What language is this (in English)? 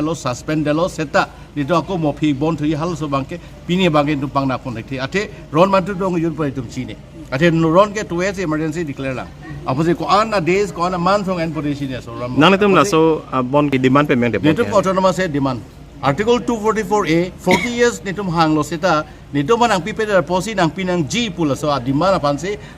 Karbi